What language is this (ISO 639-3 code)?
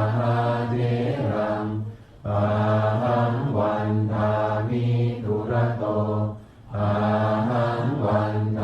pli